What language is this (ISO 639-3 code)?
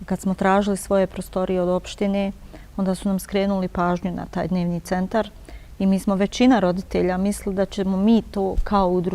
bos